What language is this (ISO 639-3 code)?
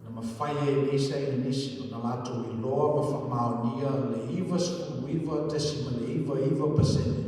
smo